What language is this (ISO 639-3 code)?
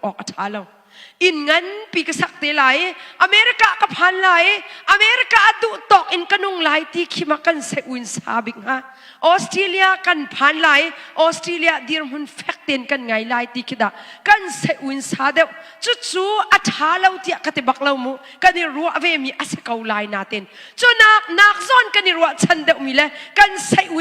cnh